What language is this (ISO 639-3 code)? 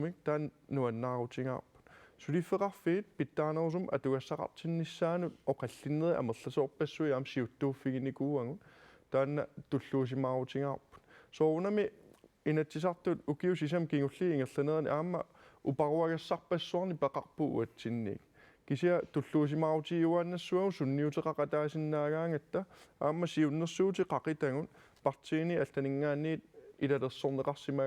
kal